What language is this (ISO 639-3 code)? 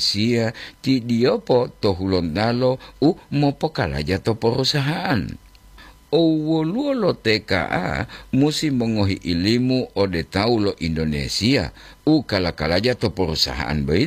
gor